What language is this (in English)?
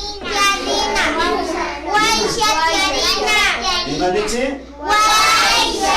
Imbabura Highland Quichua